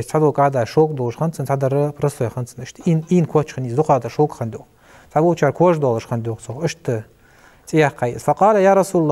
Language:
Ingush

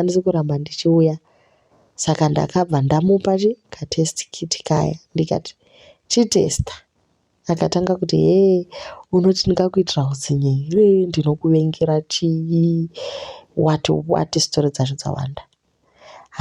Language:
Shona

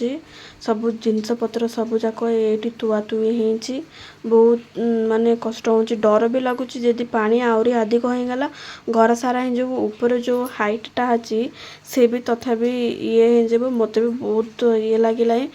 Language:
Odia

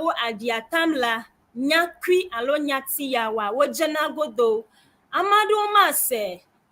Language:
Ewe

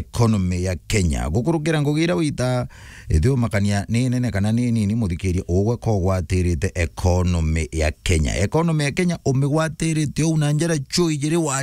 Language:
Meru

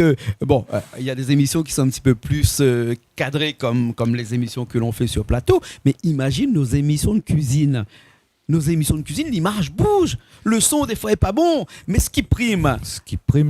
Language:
Réunion Creole French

